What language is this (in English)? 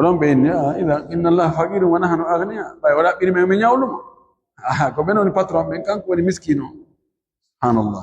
Fula